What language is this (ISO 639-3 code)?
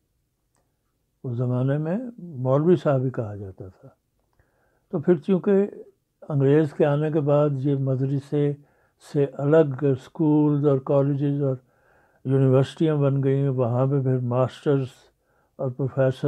urd